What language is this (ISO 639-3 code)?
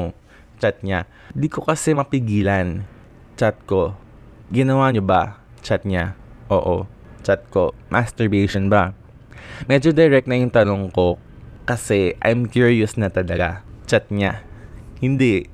fil